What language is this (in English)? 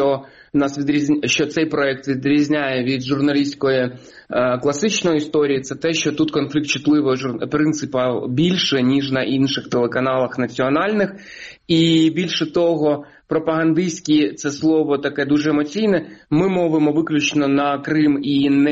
Ukrainian